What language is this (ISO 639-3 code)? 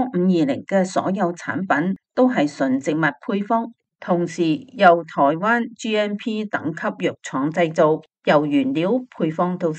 yue